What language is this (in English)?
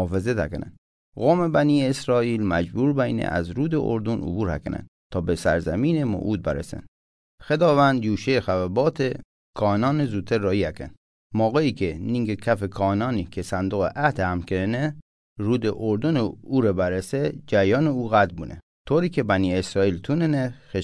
Mazanderani